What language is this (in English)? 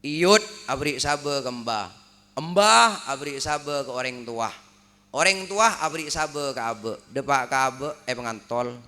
Madurese